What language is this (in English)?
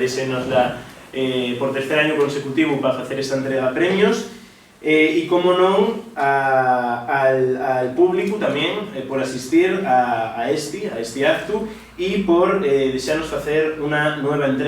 Asturian